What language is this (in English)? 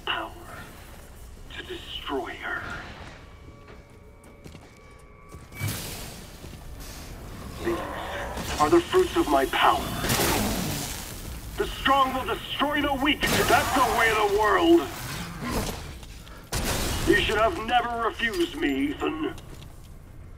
English